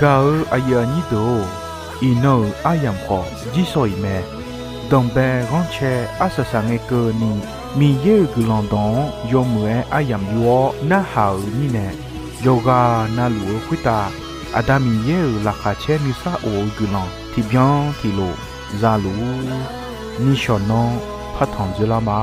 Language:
Akha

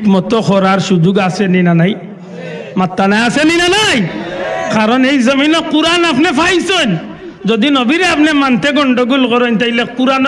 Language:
Sylheti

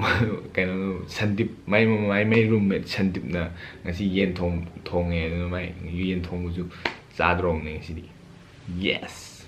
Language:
Manipuri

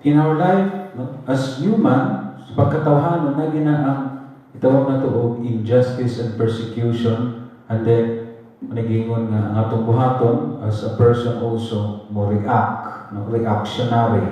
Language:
Cebuano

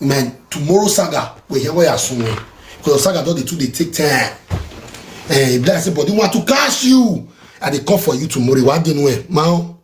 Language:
Nigerian Pidgin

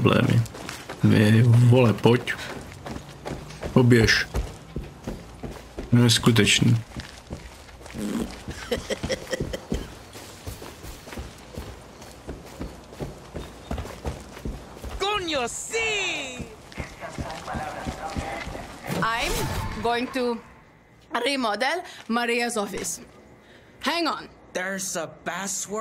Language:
Czech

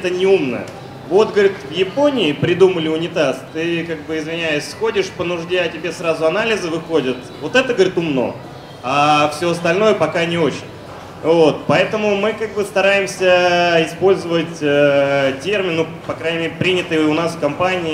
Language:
Russian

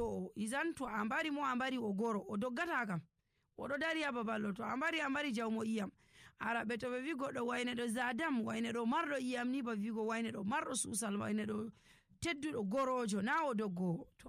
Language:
Nigerian Fulfulde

